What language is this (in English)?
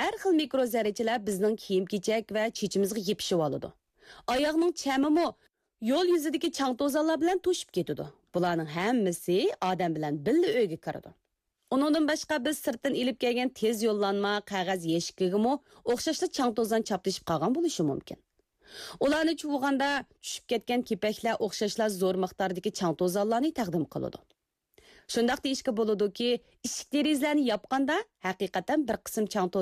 Uyghur